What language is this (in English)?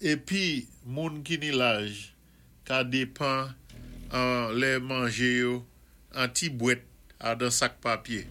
Saint Lucian Creole French